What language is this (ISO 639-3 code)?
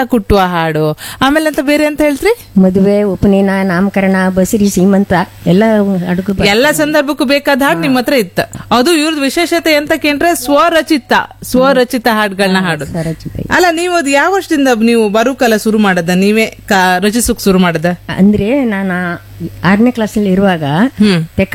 kan